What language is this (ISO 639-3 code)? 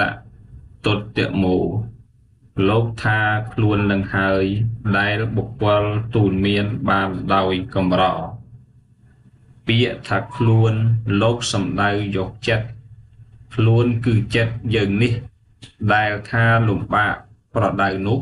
khm